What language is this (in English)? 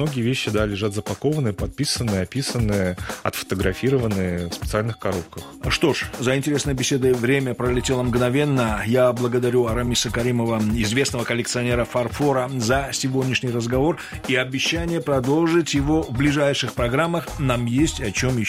Russian